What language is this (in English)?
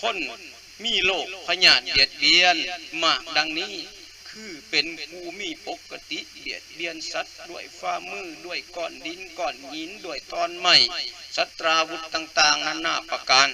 Lao